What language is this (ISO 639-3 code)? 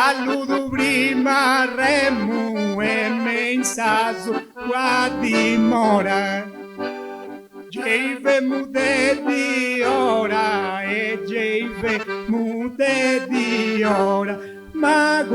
srd